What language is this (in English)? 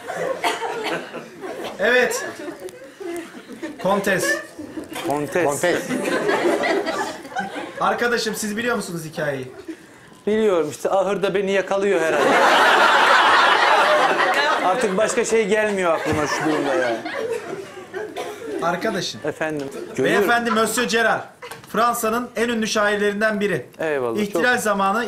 Turkish